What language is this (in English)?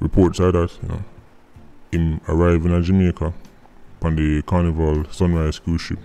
Jamaican Creole English